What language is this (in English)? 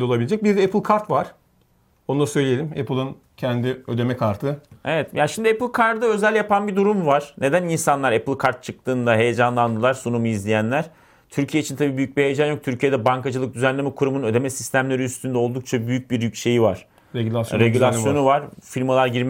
Turkish